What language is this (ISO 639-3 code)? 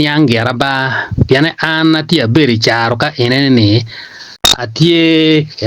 ach